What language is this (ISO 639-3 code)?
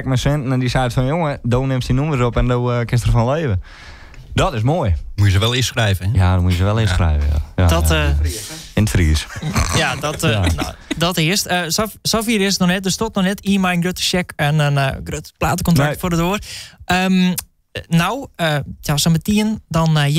fry